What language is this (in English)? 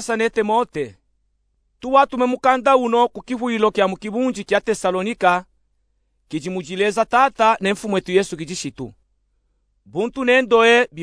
Luba-Katanga